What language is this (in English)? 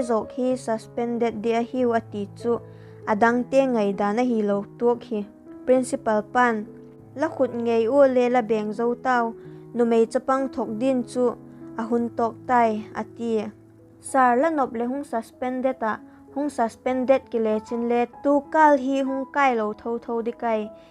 Vaiphei